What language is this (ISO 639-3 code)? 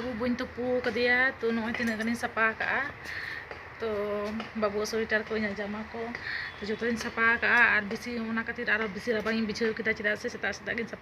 sat